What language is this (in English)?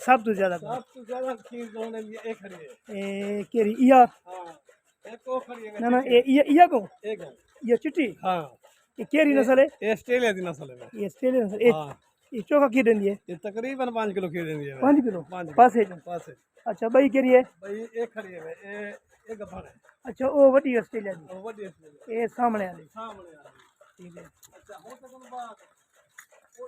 Saraiki